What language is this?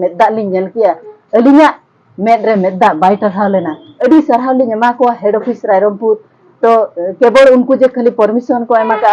Santali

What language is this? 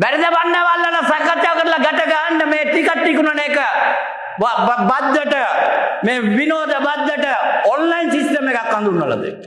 Sinhala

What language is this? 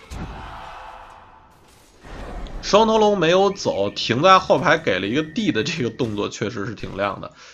Chinese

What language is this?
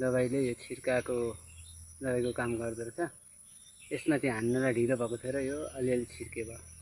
Nepali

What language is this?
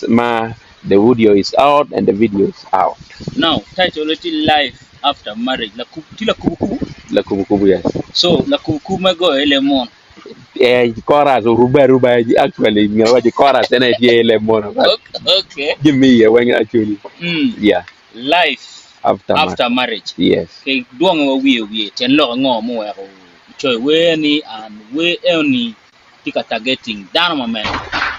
Acoli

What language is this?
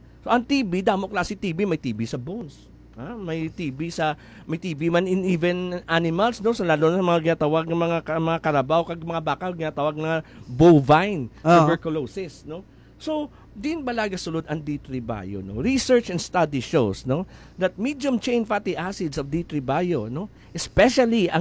Hiligaynon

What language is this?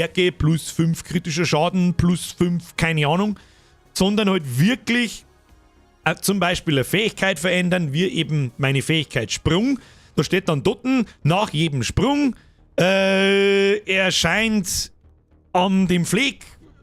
Bavarian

